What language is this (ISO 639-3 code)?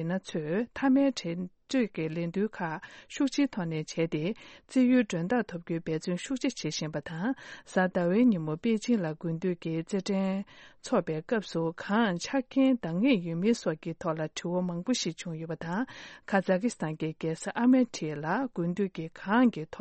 bod